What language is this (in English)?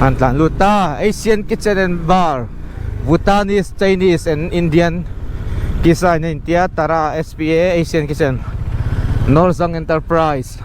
Mizo